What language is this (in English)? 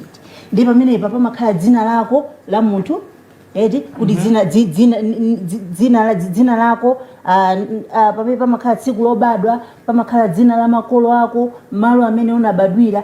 Nyanja